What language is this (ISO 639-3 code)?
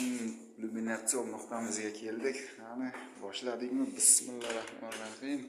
uzb